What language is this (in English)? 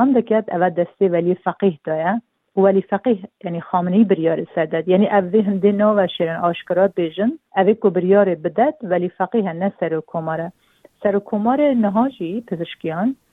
Kurdish